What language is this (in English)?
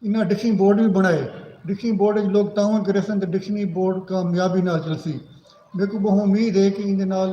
Saraiki